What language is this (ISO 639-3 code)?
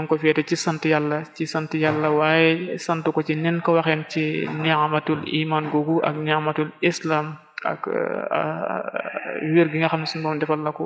wol